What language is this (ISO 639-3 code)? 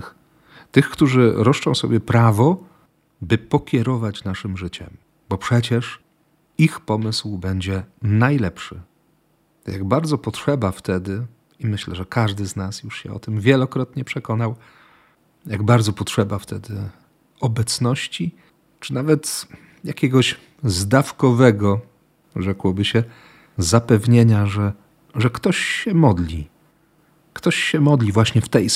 pol